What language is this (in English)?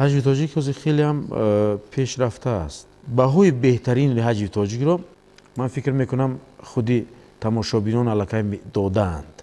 Tajik